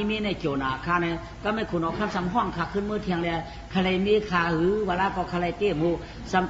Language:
Shan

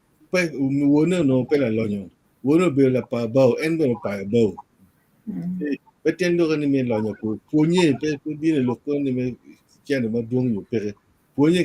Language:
Acoli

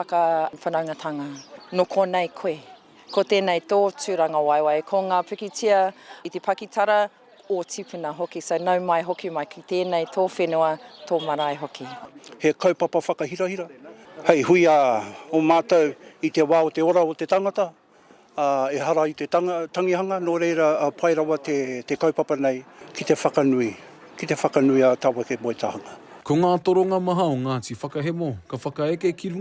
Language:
Māori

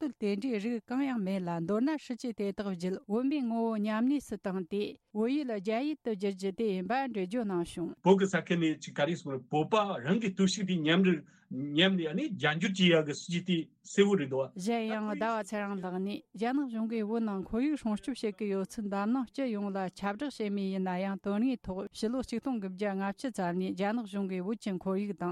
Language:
Tibetan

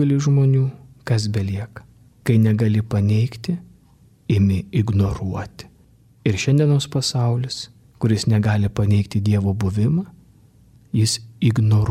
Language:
Lithuanian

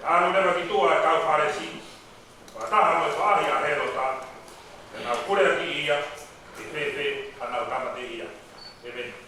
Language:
Tongan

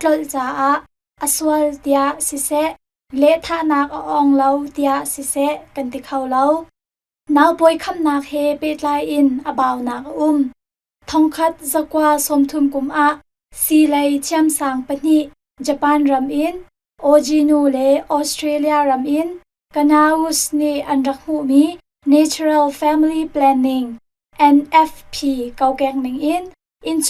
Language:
Hakha Chin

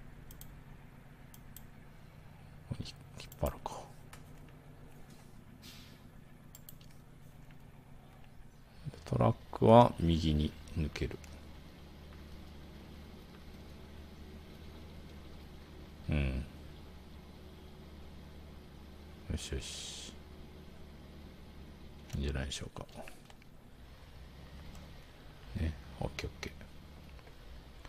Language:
Japanese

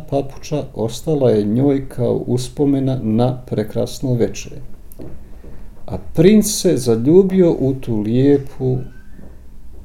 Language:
Bosnian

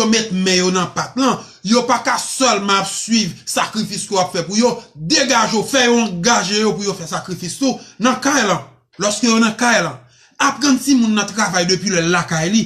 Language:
Haitian Creole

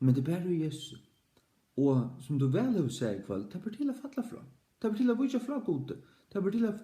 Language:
Faroese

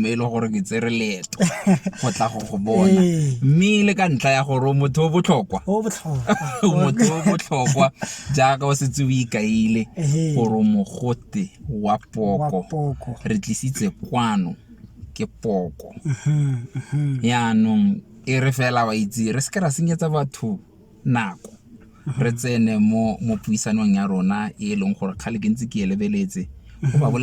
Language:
Tswana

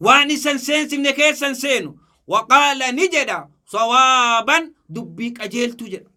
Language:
Oromo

